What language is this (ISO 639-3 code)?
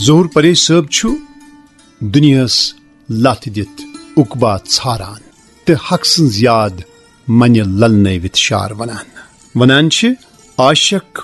kas